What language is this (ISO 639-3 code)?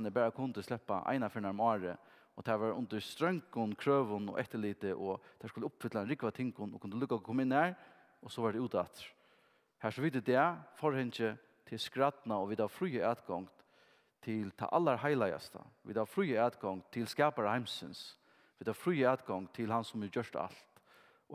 fao